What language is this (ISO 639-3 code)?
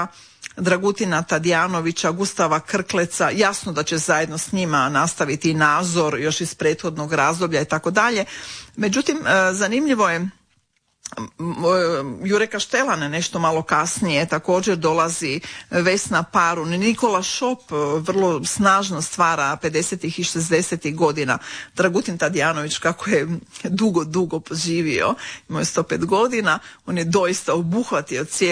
hrv